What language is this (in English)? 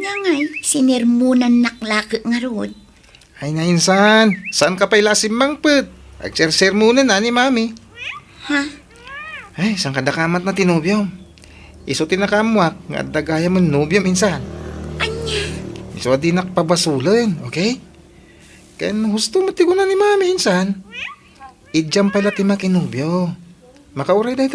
Iloko